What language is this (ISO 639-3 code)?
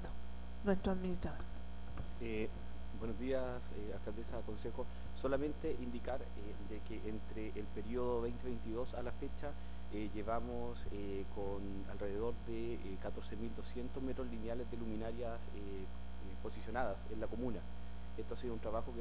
spa